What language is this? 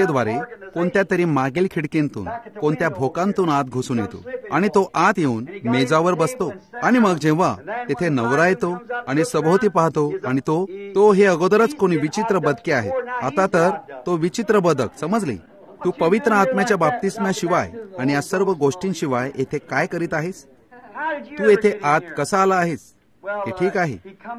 Marathi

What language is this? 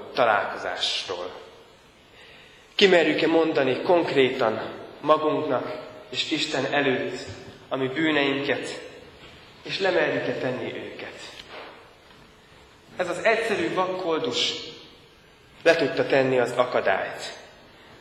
Hungarian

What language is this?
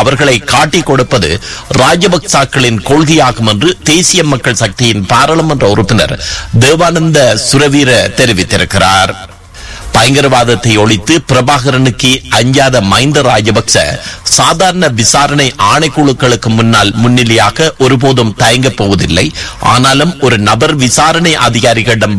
Tamil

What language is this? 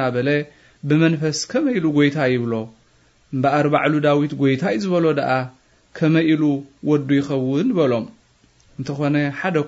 Tigrinya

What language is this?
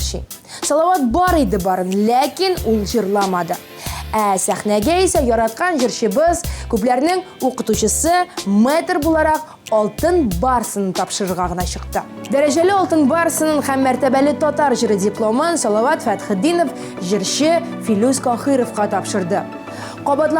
Tatar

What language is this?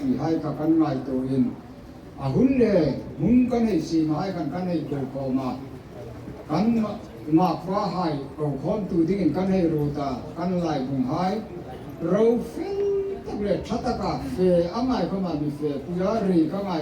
Hmar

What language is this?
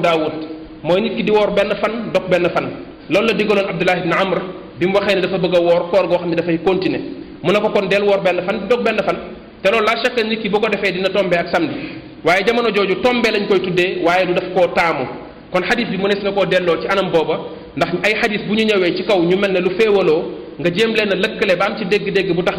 Wolof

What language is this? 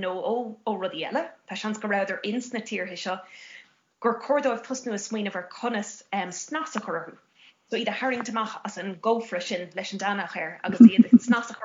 Irish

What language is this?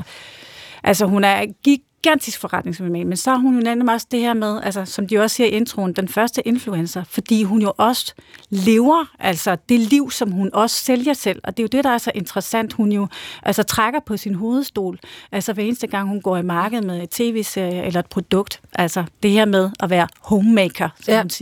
Danish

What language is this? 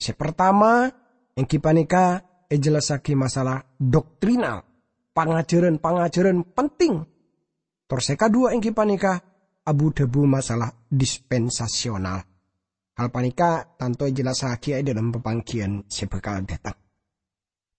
Madurese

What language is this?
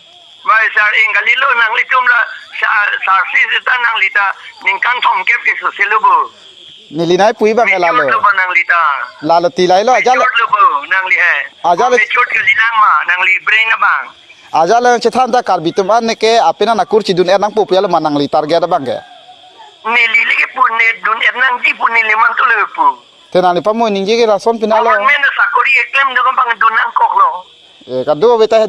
Karbi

